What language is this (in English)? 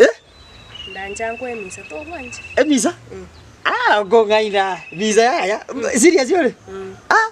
Gusii